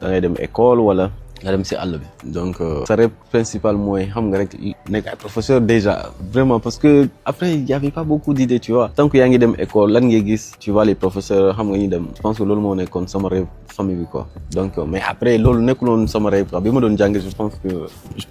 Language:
Wolof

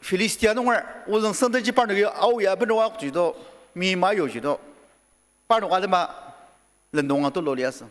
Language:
Ao Naga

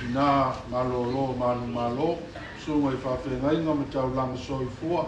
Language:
Samoan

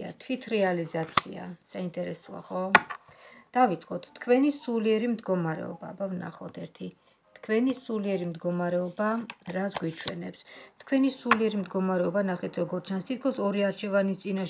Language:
Georgian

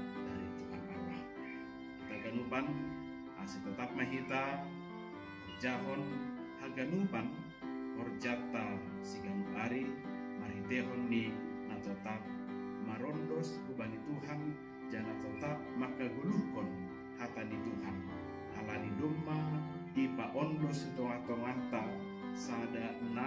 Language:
Batak Simalungun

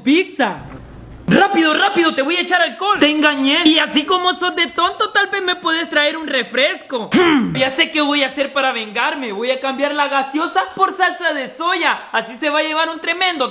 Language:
Spanish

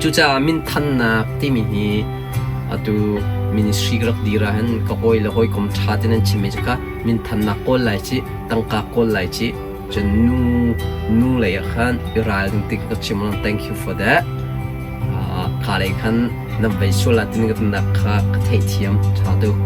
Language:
Hakha Chin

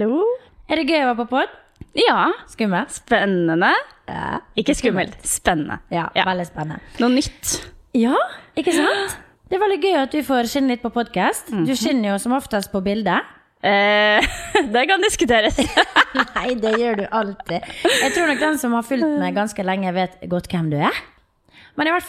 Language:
Norwegian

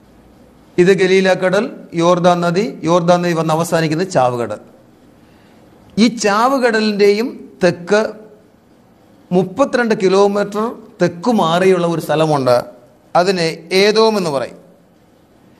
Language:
Malayalam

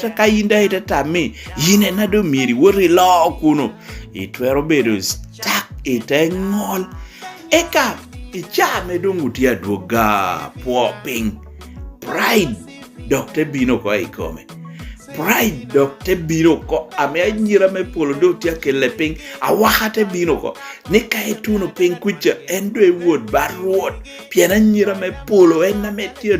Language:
Lango (Uganda)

